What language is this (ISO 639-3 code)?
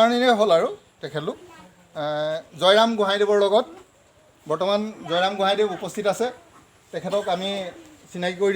asm